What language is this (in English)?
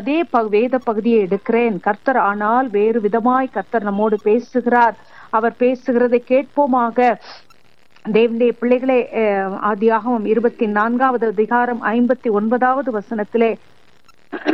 Tamil